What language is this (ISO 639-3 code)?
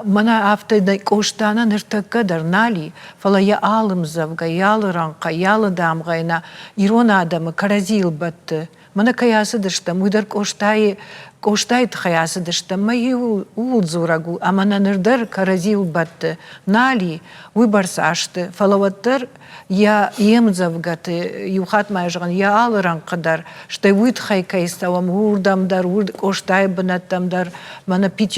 oss